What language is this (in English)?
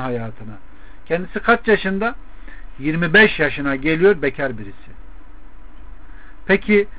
Turkish